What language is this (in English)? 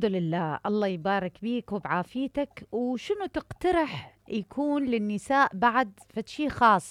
Mesopotamian Arabic